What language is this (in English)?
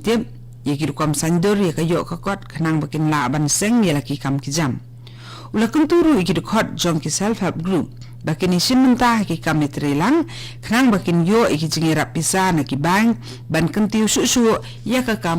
Khasi